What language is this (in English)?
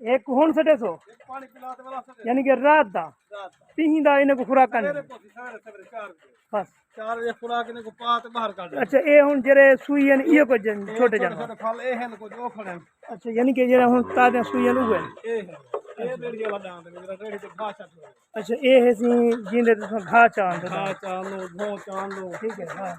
Saraiki